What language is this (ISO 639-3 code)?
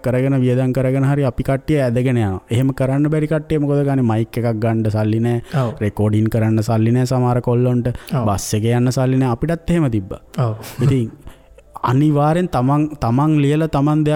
sin